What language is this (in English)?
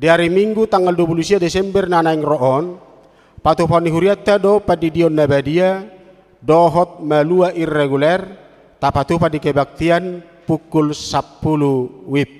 Batak Toba